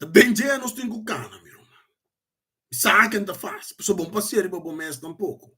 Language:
Papiamento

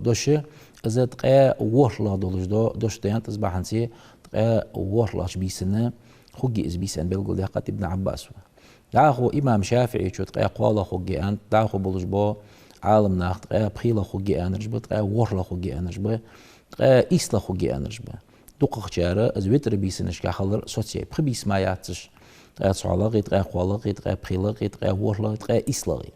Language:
Ingush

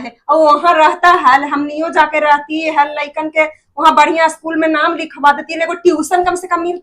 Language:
Magahi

